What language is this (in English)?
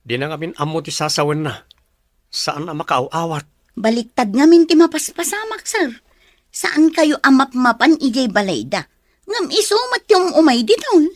Iloko